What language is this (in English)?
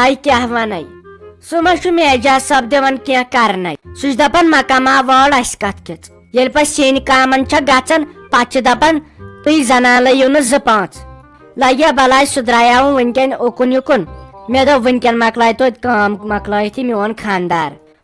Kashmiri